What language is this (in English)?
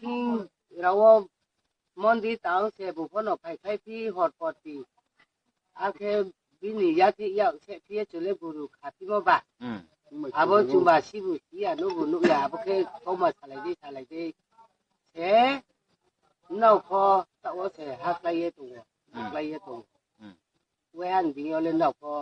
Riang (India)